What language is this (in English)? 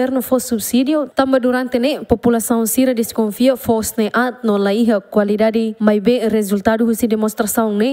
Tetum